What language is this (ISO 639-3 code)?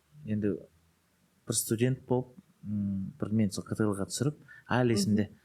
kaz